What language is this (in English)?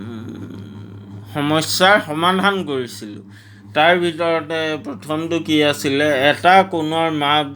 Assamese